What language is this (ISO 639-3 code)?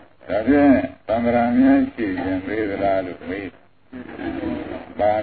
mya